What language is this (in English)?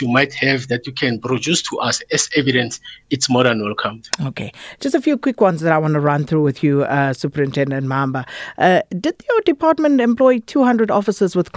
English